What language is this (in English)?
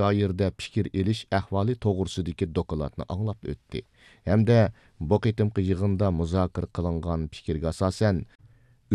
Uyghur